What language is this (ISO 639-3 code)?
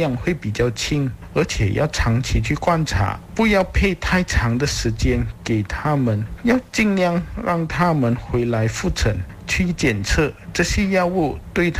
zho